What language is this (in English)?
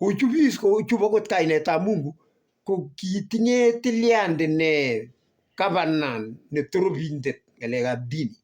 Kalenjin